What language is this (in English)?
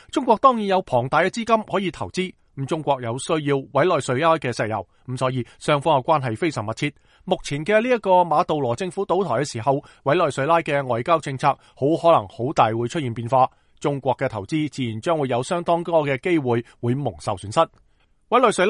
Cantonese